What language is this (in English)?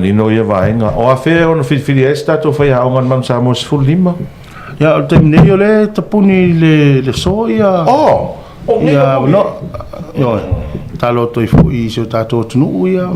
Samoan